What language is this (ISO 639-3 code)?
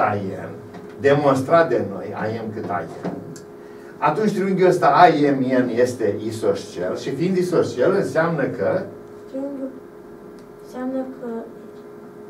ron